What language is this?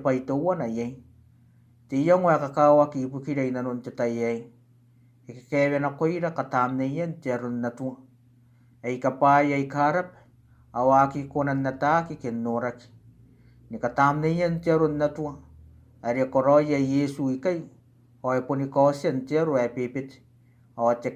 Gilbertese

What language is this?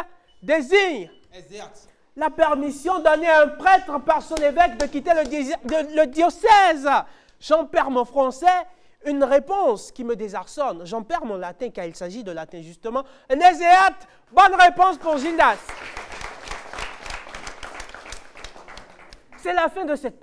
French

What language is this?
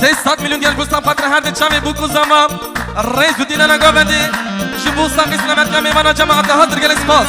Kurdish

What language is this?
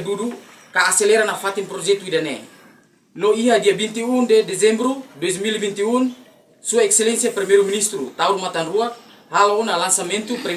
Tetum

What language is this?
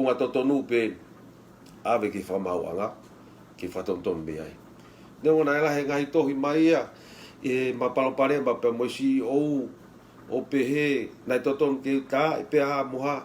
Tongan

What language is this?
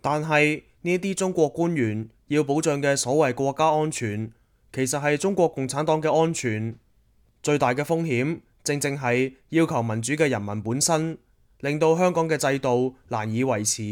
Cantonese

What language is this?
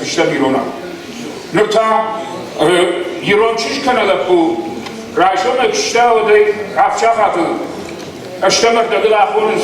Ossetic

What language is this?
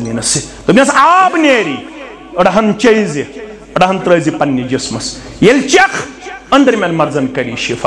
Kashmiri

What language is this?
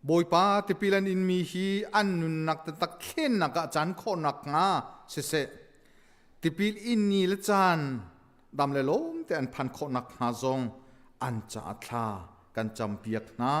Hakha Chin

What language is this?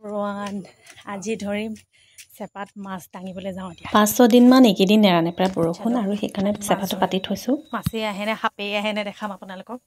Assamese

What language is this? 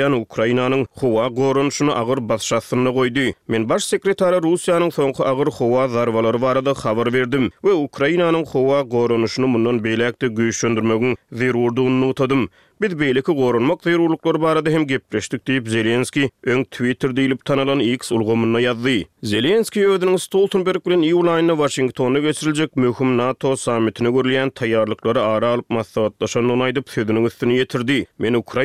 Turkmen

